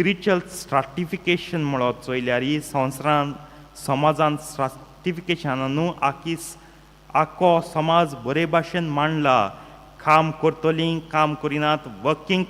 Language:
Konkani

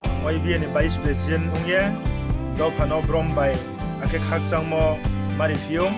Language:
Riang (India)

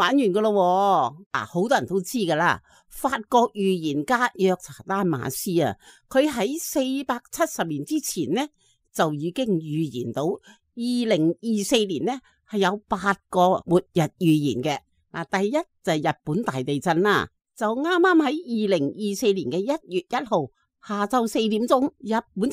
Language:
Cantonese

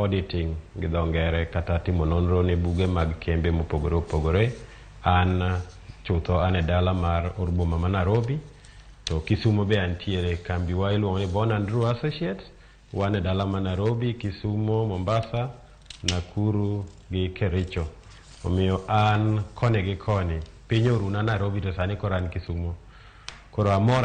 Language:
Luo (Kenya and Tanzania)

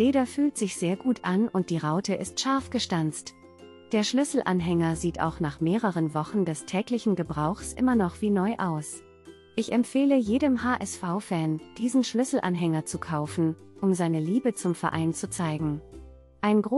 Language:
German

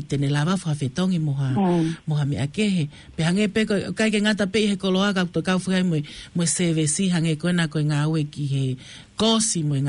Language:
Tongan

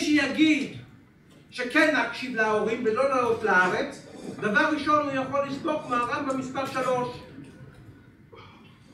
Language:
Hebrew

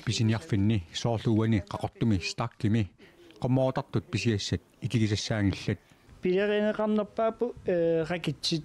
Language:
Kalaallisut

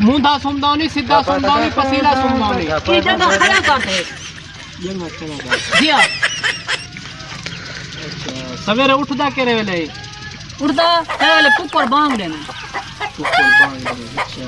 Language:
Saraiki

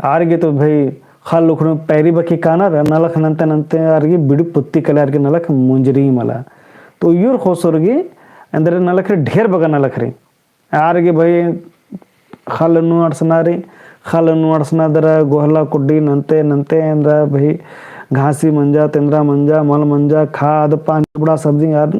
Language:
Kurukh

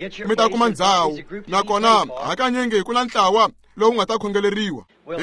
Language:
Tsonga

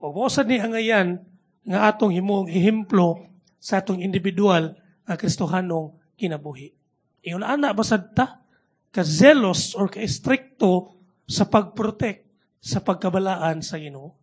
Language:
Cebuano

